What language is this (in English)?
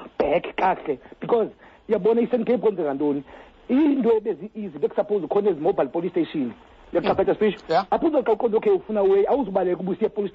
Xhosa